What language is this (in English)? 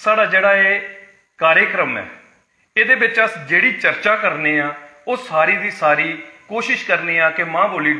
Dogri